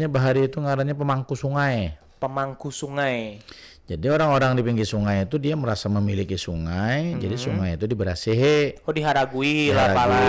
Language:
Banjar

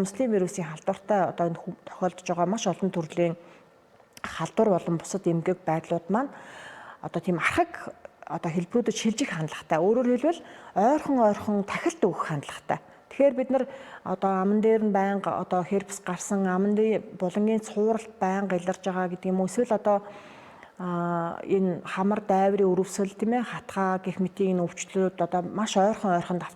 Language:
Mongolian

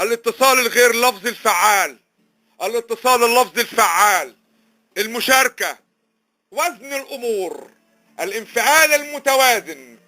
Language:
Egyptian Arabic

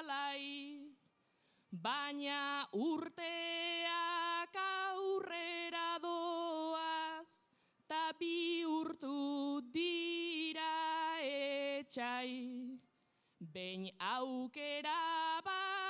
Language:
Basque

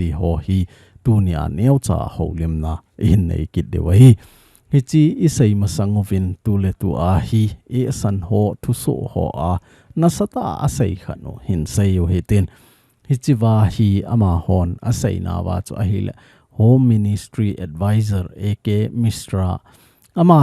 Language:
Thado Chin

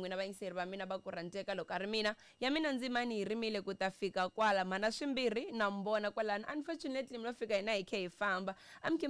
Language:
Tsonga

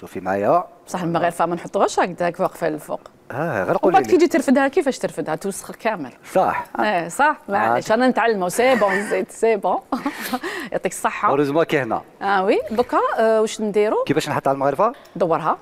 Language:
Algerian Arabic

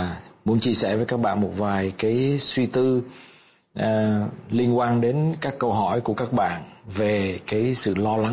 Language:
Vietnamese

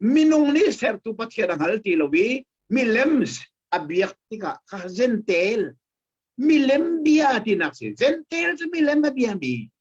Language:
Hakha Chin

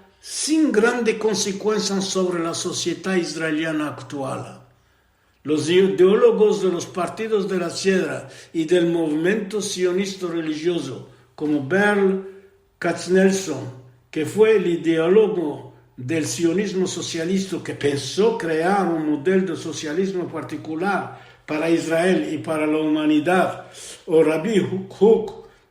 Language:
Ladino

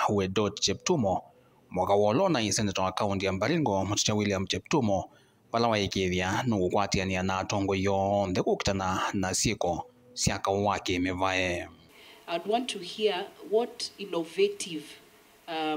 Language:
Kamba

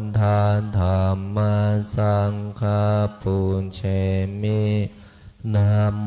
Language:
Pali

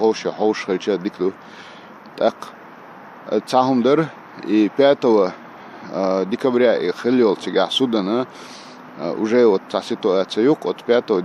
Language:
Chechen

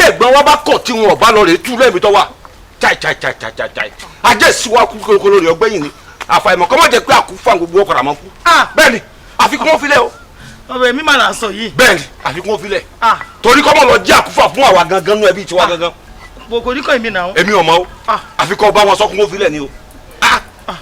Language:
Yoruba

